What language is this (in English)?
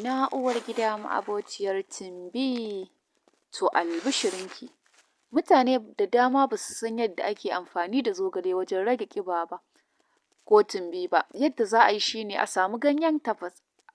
Hausa